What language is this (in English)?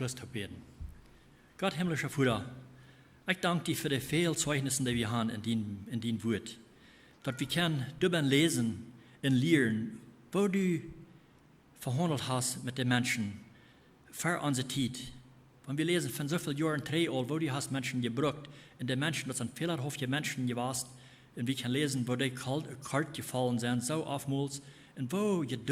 Plautdietsch